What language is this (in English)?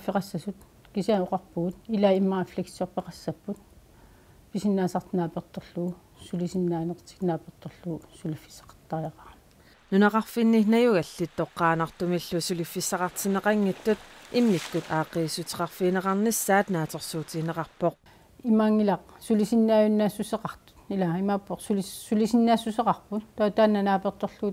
Kalaallisut